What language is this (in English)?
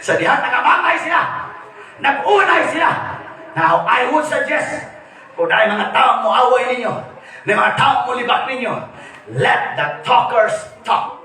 Cebuano